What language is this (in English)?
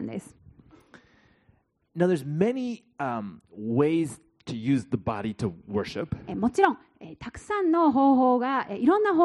Japanese